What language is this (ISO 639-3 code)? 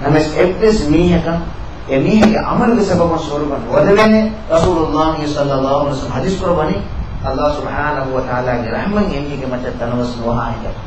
div